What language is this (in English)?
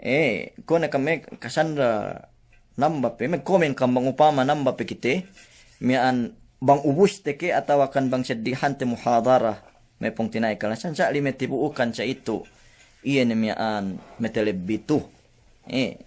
Yakan